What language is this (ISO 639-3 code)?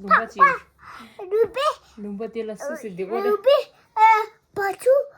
bod